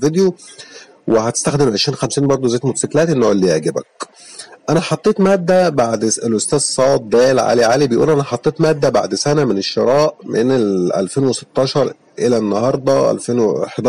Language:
Egyptian Arabic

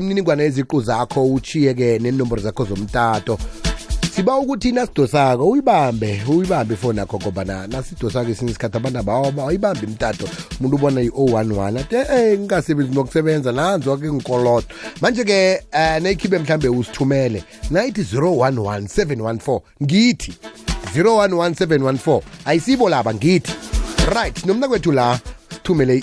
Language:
South Ndebele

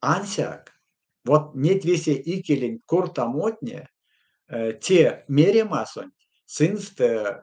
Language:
Erzya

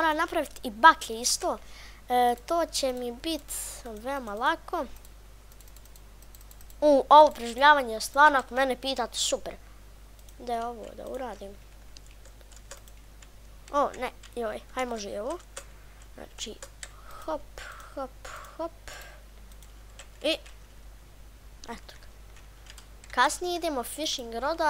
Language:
Bosnian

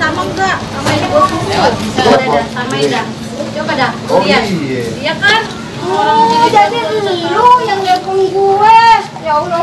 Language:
Betawi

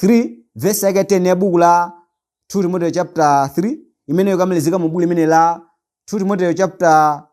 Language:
Nyanja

